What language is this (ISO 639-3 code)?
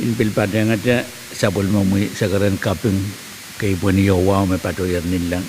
pon